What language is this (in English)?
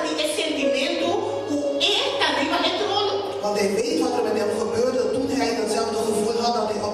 Papiamento